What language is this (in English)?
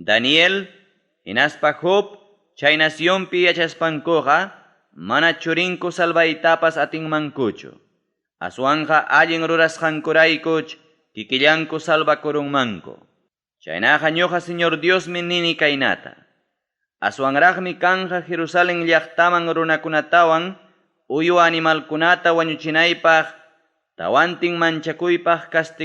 Ayacucho Quechua